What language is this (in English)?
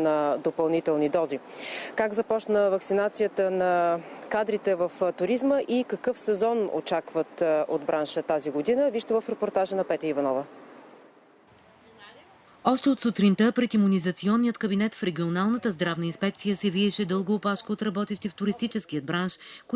Bulgarian